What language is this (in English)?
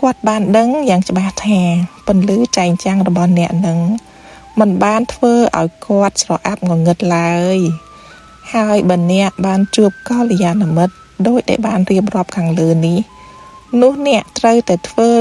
Khmer